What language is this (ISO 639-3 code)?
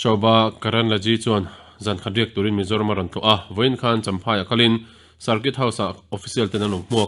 lus